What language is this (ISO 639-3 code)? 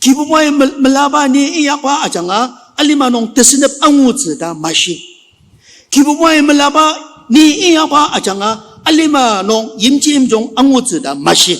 njo